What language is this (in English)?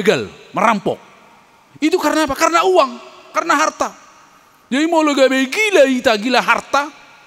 Batak Toba